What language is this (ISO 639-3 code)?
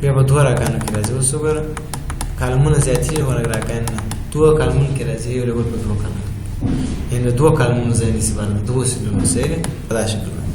pus